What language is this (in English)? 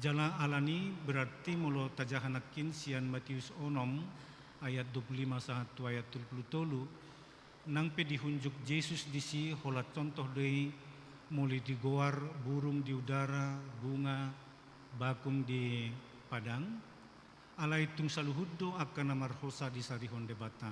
Batak Toba